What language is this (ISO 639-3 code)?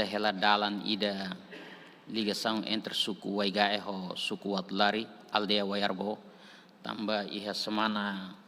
tet